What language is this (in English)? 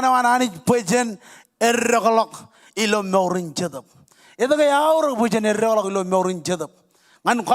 Marshallese